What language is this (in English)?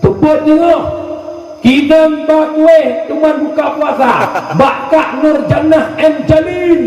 Achinese